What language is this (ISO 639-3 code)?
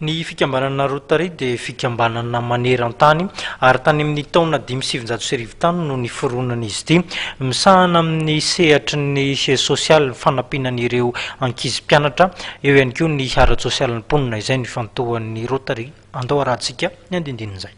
mlg